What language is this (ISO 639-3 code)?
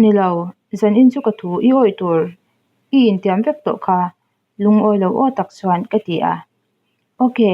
lus